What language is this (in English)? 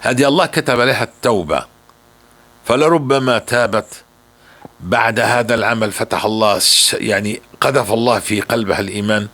North Levantine Arabic